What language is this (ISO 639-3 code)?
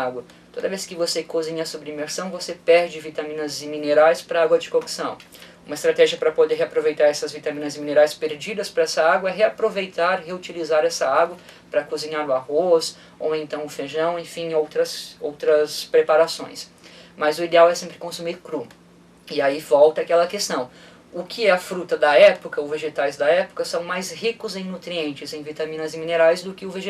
por